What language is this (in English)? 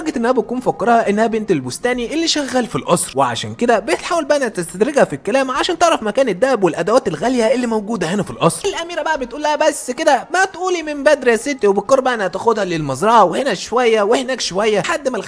Egyptian Arabic